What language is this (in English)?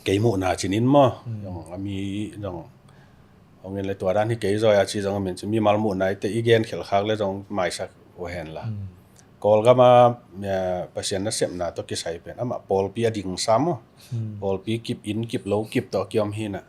Tedim Chin